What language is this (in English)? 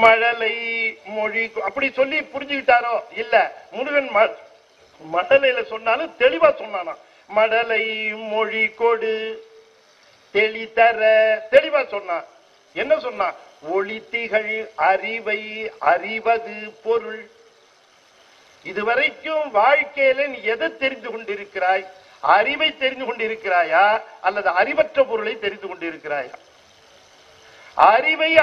Tamil